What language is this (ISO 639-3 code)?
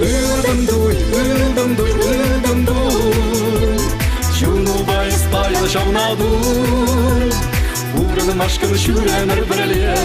chv